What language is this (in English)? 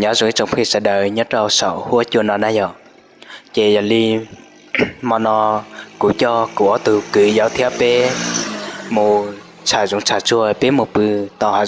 Hmong